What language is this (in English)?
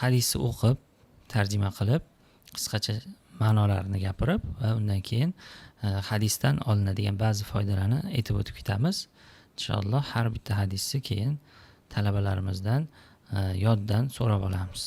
Uzbek